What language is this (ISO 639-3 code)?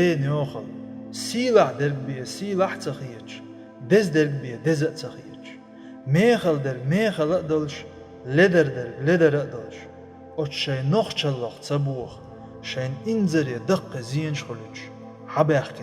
che